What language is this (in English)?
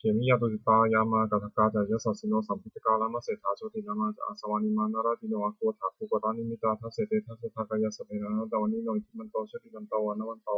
Pali